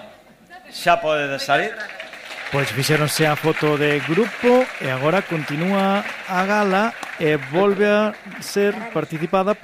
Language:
Galician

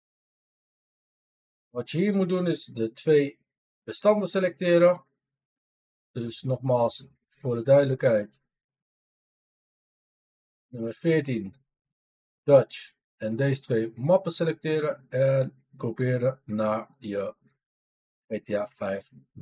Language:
Dutch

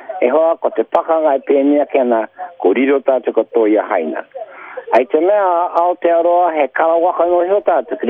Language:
Māori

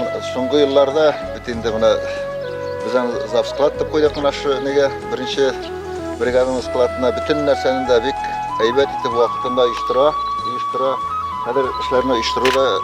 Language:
Bashkir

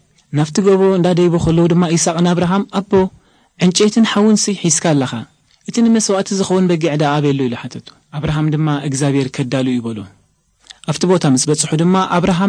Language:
Tigrinya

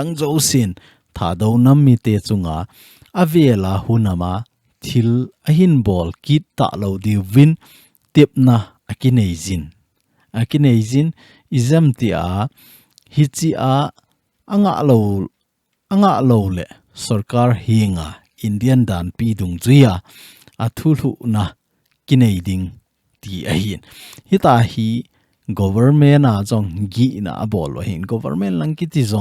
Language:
Thado Chin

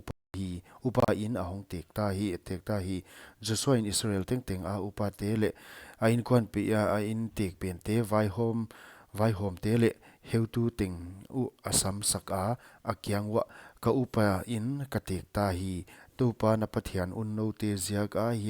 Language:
Paite Chin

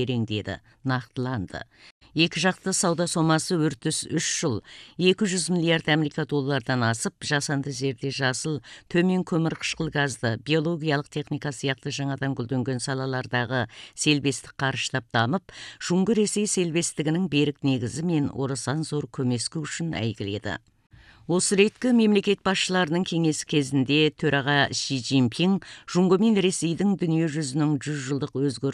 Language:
Kazakh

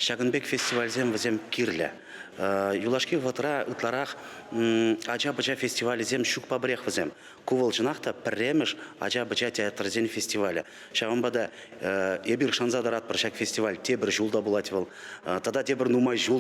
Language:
Chuvash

